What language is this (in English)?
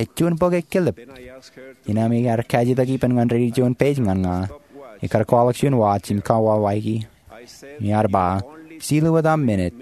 Marshallese